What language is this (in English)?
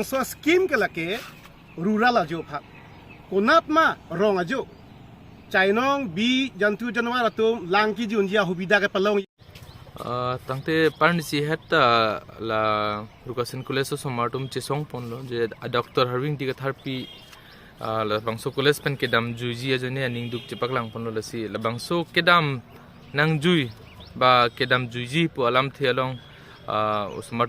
Karbi